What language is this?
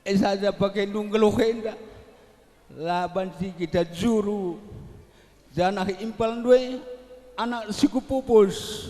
Batak Karo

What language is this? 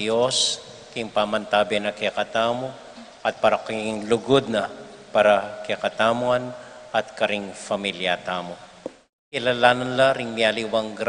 Pampanga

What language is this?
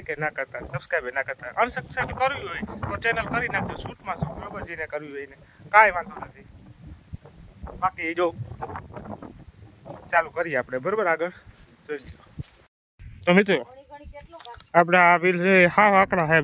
Gujarati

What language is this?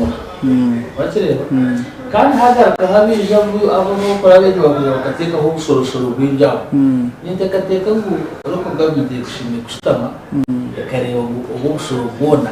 Nyankole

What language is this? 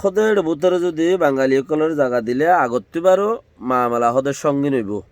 Rohingya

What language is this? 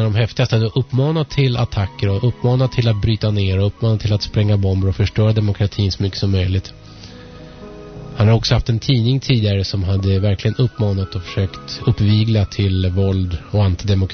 Swedish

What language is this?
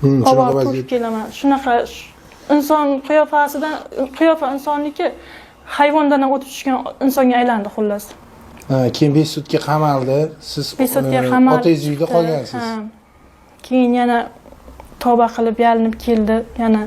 Uzbek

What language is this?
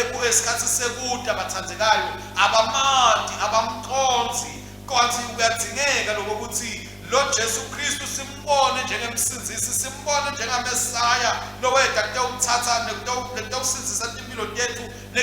Swati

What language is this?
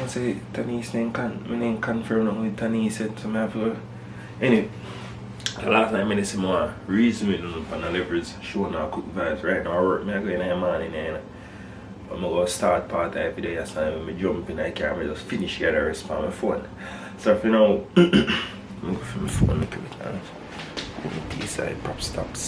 Jamaican Creole English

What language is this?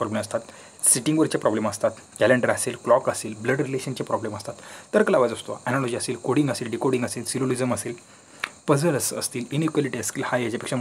Marathi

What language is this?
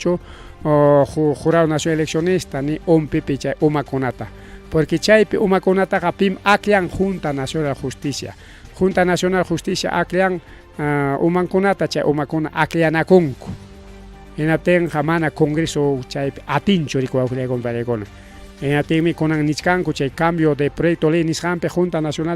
Ayacucho Quechua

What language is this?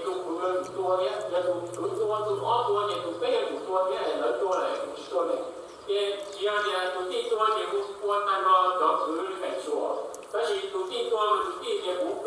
Hmong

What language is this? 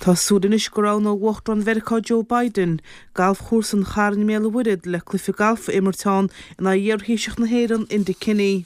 Irish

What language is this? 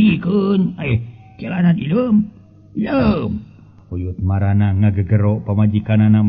Sundanese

